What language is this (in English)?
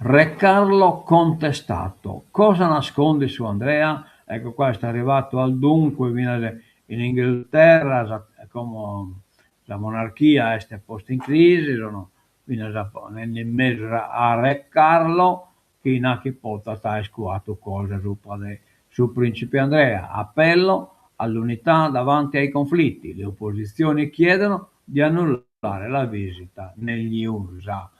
Sardinian